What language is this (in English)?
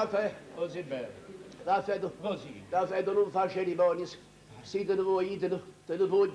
Neapolitan